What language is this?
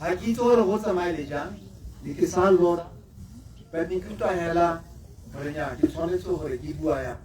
Tswana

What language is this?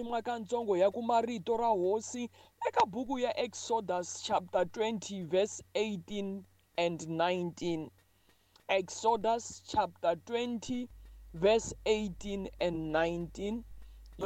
Tsonga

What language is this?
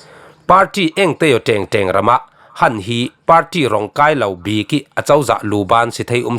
Falam Chin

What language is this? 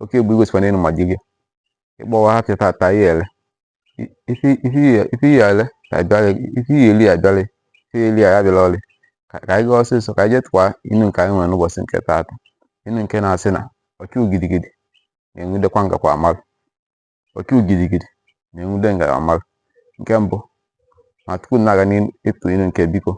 Igbo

